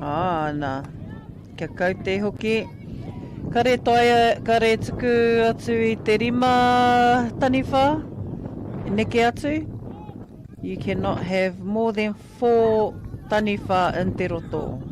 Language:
Māori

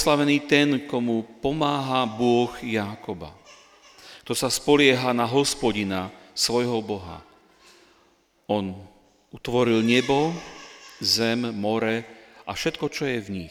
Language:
Slovak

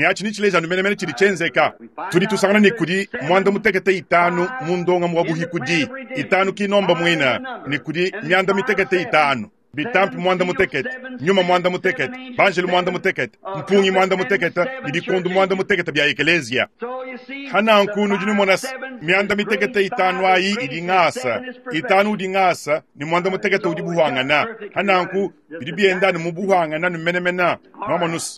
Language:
Luba-Lulua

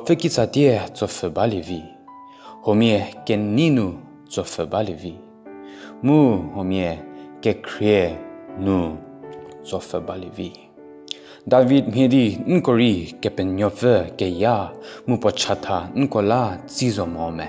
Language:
Angami Naga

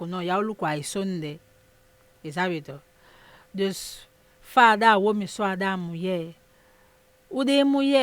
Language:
Saramaccan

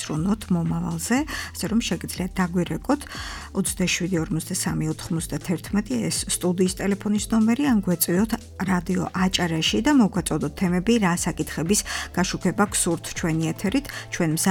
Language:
Georgian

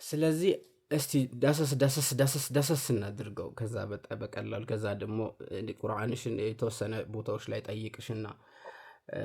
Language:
Amharic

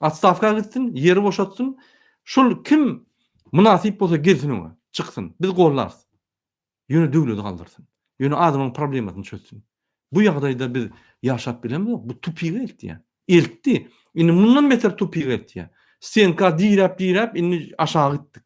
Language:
Turkmen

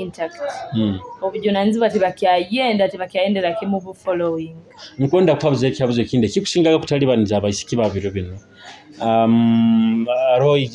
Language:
Nyoro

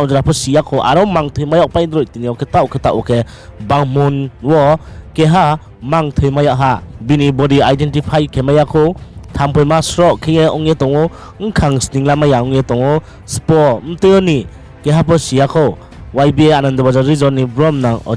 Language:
Riang (India)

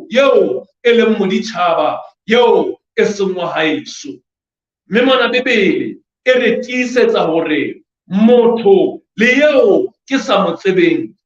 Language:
Southern Sotho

